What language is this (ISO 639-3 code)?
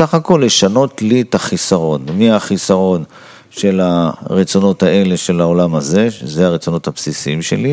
heb